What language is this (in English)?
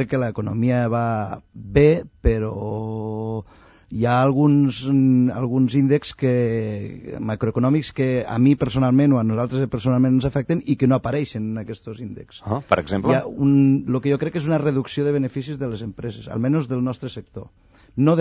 Catalan